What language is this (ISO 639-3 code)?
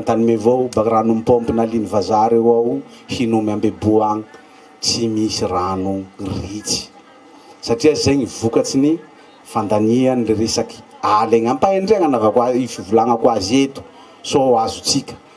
mlg